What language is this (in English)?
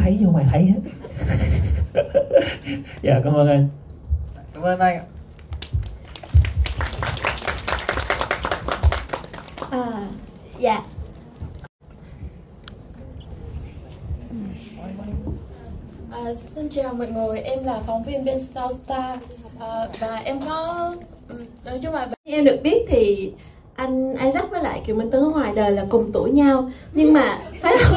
Vietnamese